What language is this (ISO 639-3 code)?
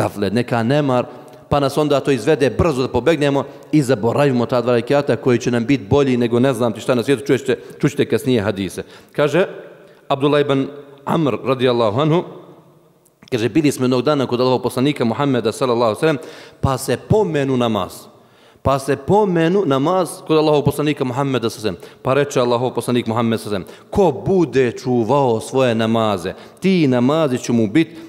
bos